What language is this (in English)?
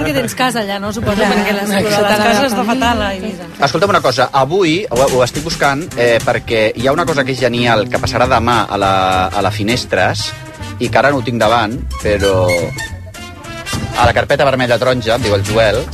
Catalan